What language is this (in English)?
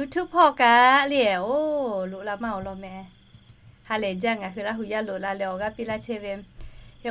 Lahu